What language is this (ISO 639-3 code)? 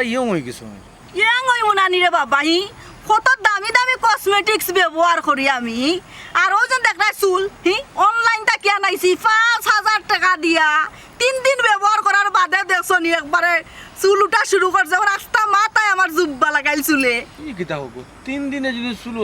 syl